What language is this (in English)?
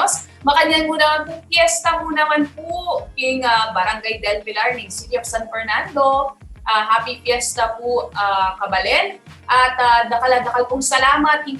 Pampanga